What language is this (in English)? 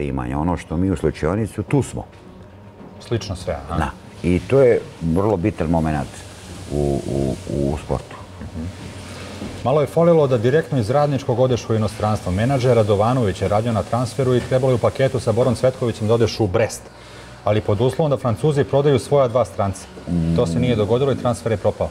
Serbian